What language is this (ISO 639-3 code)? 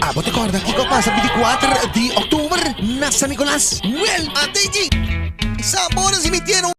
pap